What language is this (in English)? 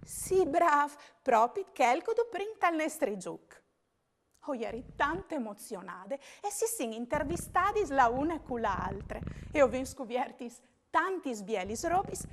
Friulian